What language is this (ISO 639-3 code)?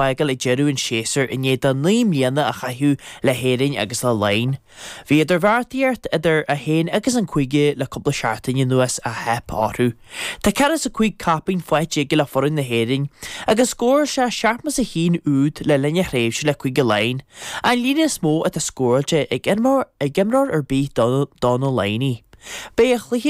gle